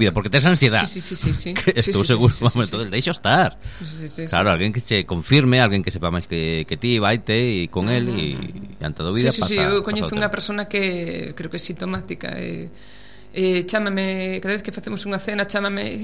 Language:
Galician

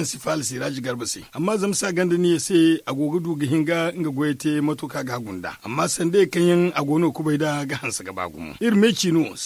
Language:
Zarma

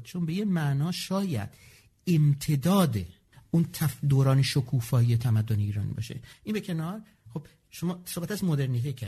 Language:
Persian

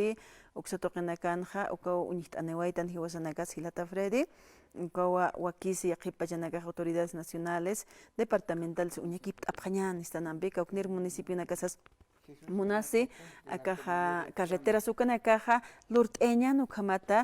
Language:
Aymara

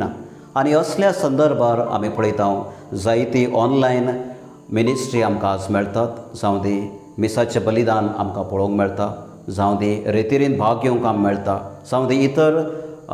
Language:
Konkani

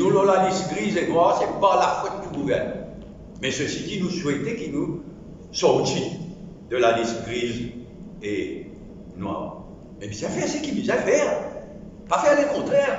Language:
Morisyen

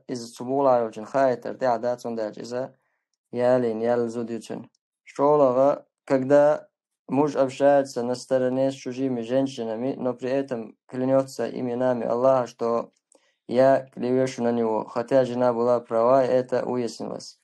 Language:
Chechen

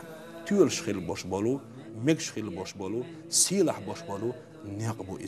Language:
Chechen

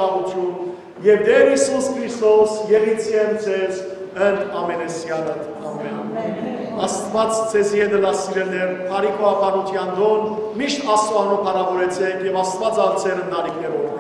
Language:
Western Armenian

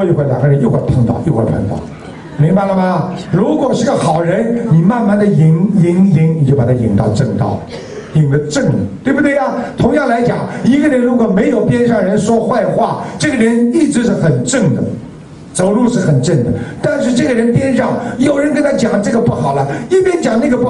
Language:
Chinese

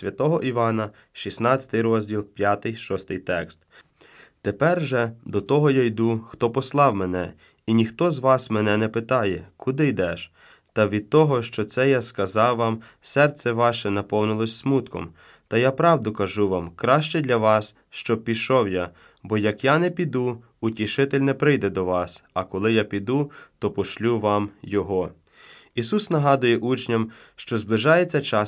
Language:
Ukrainian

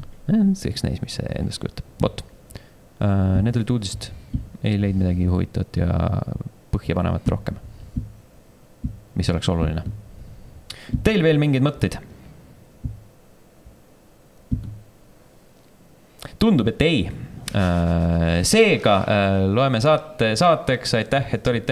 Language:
Estonian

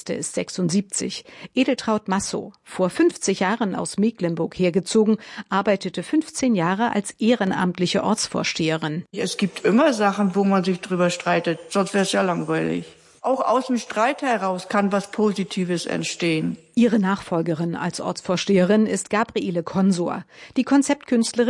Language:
German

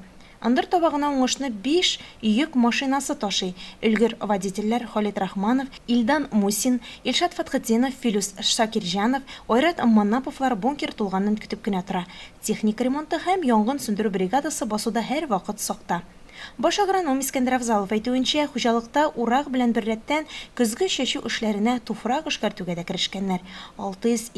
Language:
Tatar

